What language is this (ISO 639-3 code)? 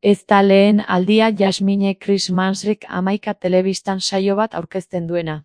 eus